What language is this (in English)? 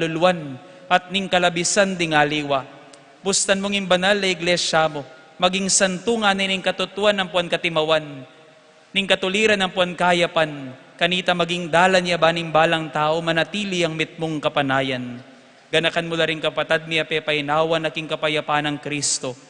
Pampanga